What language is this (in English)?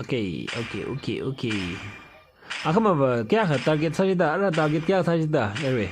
Tangkhul Naga (India)